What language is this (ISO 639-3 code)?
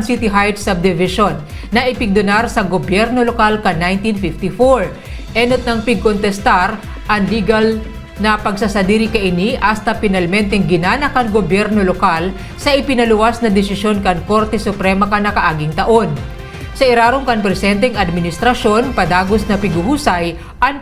bik